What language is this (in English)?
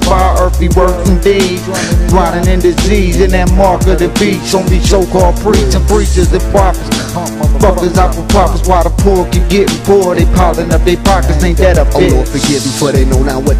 English